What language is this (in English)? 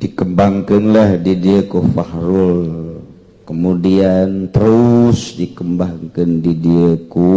Sundanese